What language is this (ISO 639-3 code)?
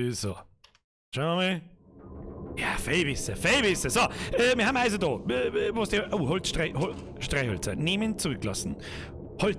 bar